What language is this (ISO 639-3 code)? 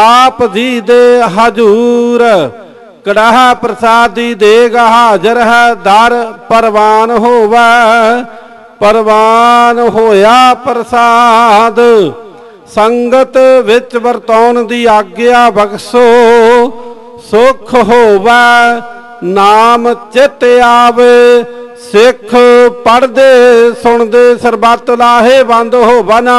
pan